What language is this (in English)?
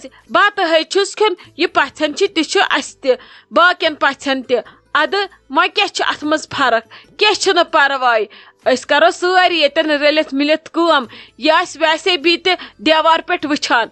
Kashmiri